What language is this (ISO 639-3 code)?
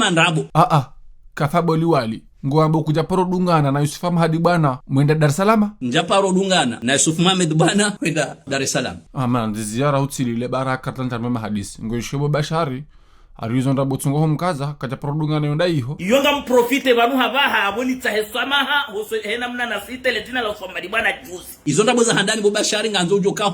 zdj